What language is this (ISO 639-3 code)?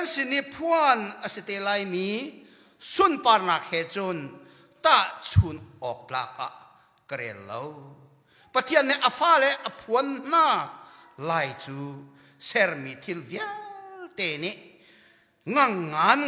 cnh